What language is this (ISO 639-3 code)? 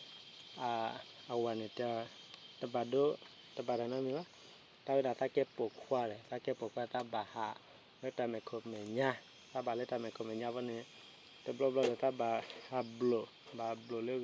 ksw